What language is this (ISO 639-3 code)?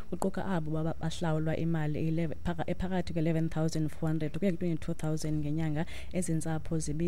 xho